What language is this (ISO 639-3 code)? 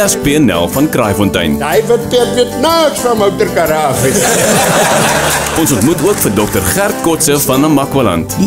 afr